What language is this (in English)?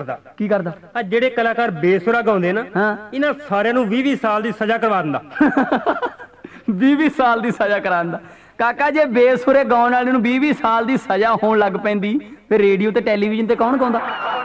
Punjabi